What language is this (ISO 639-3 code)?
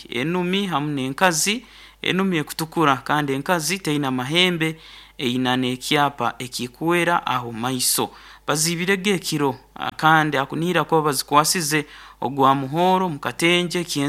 nyo